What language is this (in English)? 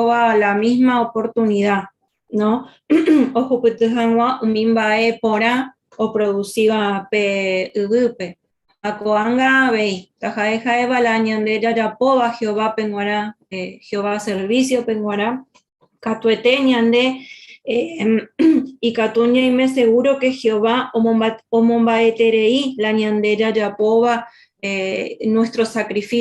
Guarani